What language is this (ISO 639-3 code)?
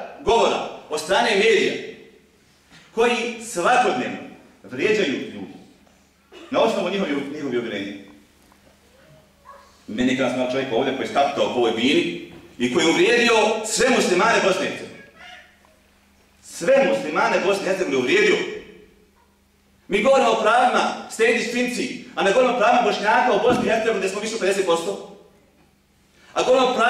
bos